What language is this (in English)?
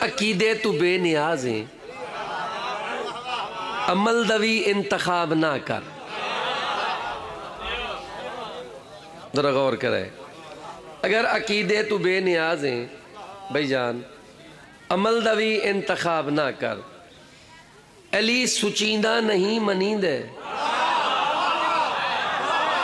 Urdu